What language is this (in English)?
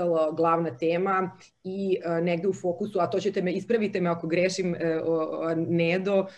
Serbian